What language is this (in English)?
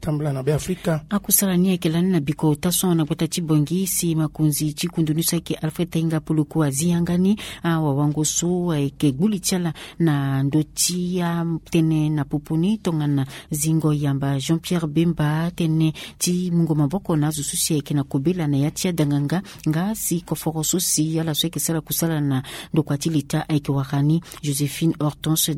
Sango